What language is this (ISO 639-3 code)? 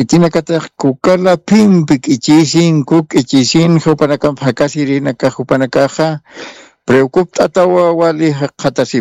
aym